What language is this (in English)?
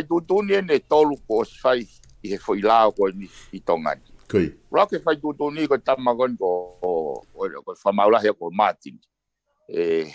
Tongan